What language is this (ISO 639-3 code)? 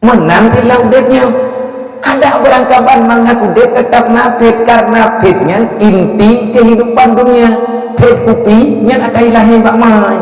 ace